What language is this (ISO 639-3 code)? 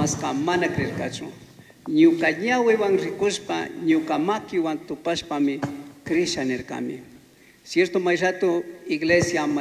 qug